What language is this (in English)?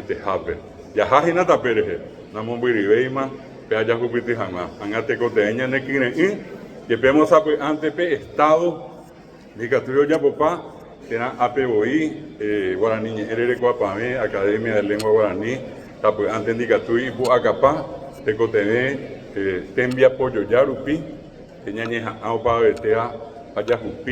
Guarani